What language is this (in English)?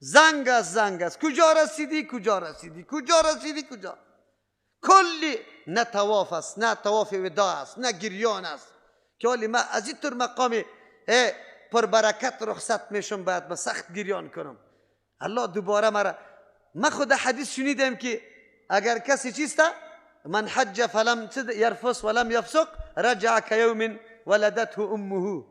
Persian